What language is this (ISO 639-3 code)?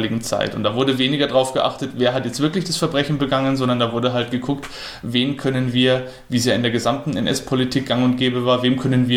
deu